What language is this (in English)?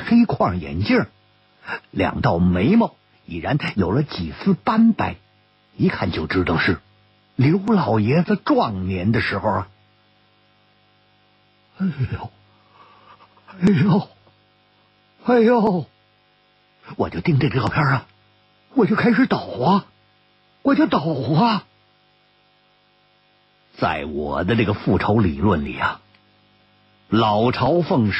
Chinese